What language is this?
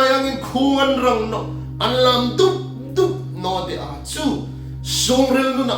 Hmar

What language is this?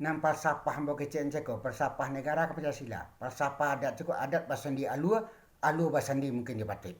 Minangkabau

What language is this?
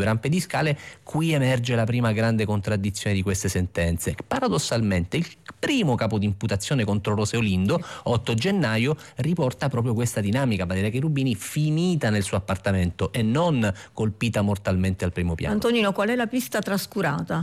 Italian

